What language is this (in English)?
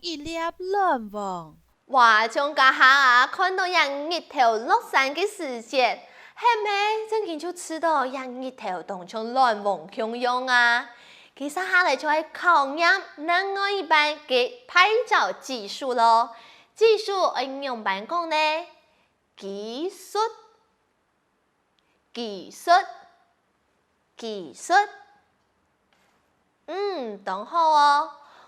Hakka Chinese